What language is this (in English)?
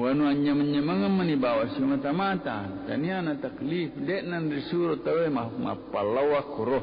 Buginese